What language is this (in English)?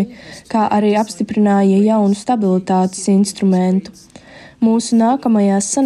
Latvian